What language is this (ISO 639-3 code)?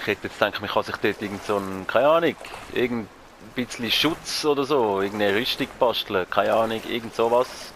gsw